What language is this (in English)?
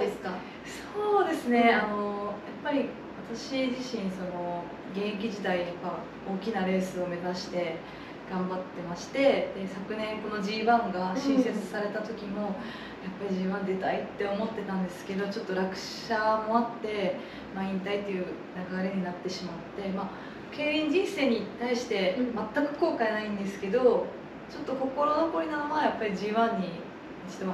Japanese